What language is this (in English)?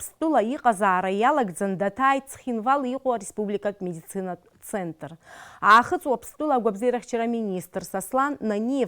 Abkhazian